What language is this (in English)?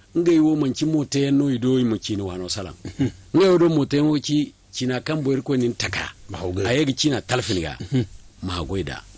Zarma